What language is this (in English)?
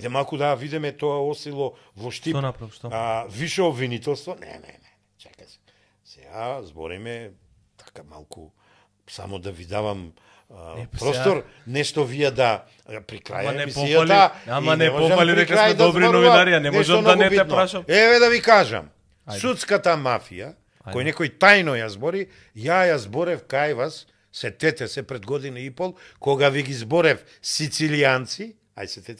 Macedonian